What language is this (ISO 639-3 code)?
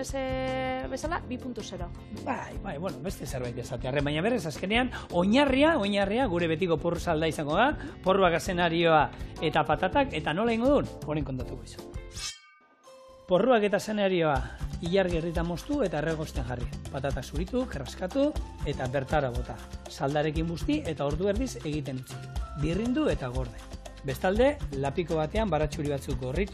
eus